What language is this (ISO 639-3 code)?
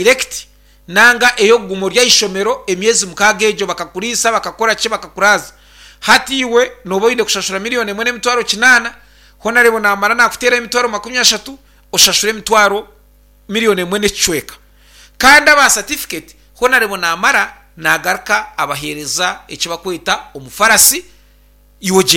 nyn